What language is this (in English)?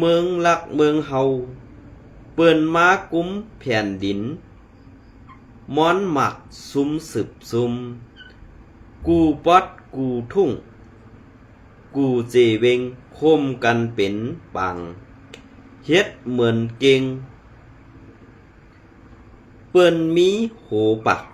Shan